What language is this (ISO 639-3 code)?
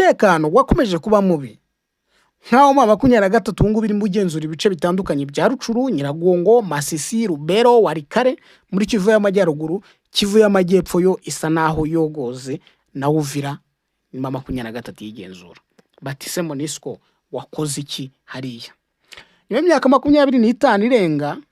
kin